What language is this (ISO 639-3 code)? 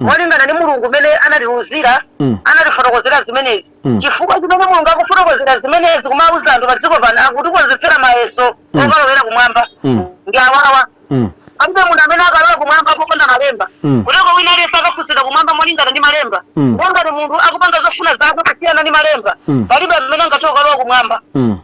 nya